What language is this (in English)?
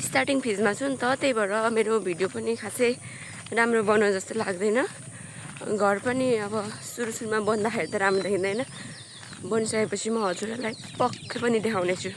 Nepali